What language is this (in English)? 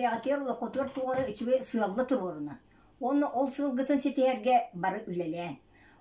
Yakut